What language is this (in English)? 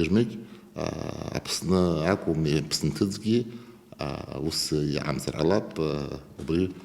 Abkhazian